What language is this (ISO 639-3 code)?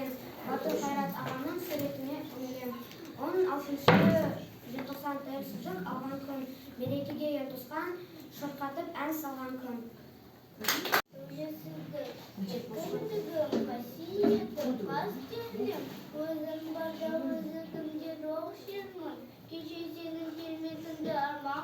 kaz